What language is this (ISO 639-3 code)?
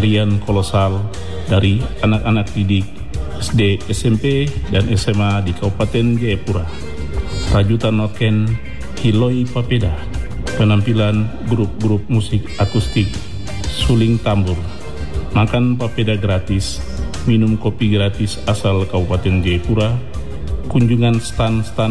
ind